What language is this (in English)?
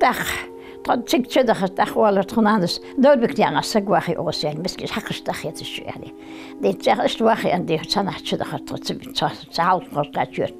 Ingush